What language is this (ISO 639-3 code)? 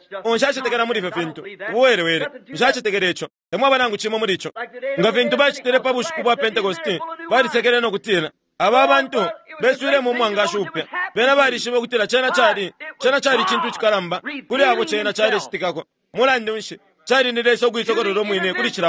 bem